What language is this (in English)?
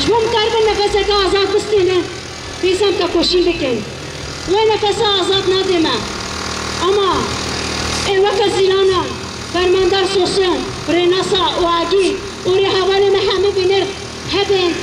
Kurdish